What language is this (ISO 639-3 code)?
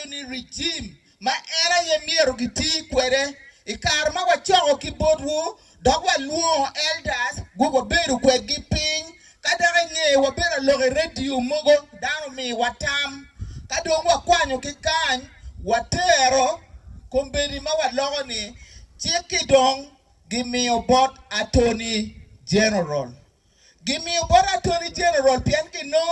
ach